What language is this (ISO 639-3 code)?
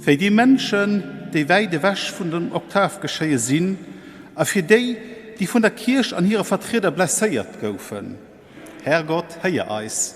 ltz